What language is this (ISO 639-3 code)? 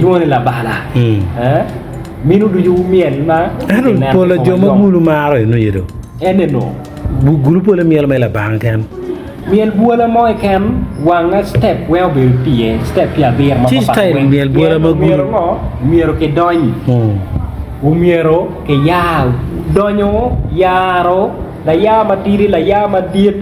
ach